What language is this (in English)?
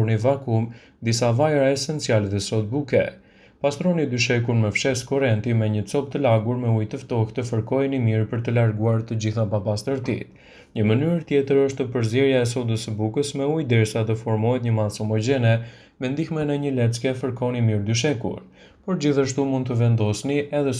Albanian